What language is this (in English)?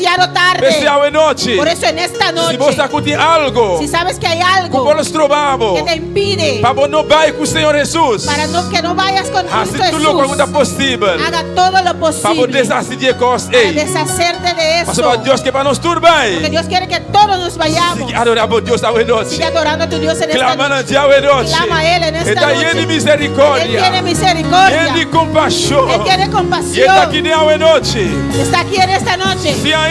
Papiamento